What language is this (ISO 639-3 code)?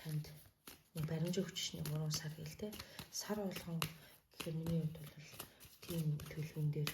mon